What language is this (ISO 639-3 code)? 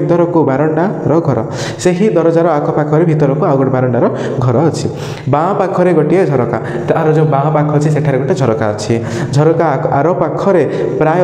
ori